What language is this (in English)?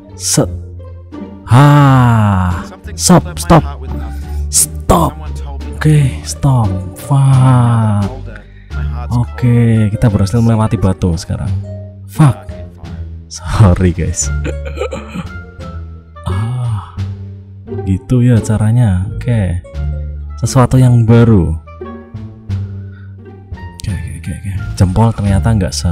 Indonesian